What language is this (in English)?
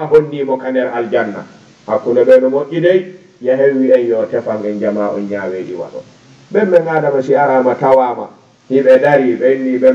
Fula